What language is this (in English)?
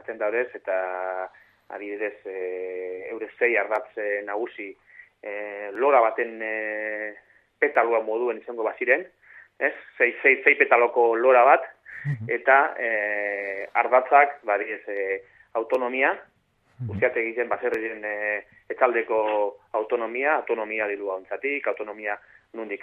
Basque